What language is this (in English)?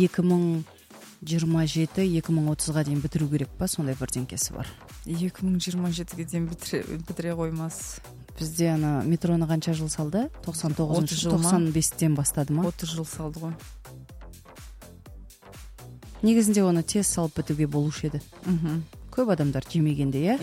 Kazakh